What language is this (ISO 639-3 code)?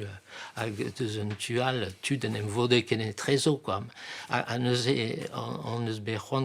bre